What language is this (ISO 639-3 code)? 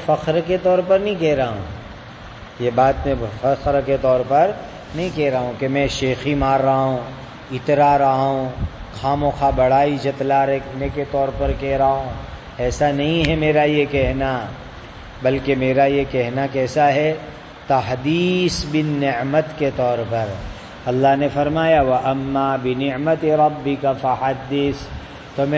urd